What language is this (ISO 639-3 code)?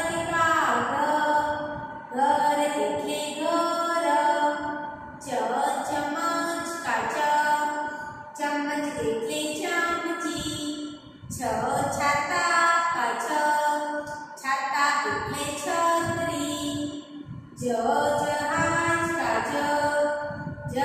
guj